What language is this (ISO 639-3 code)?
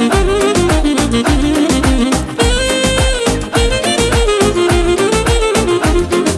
ron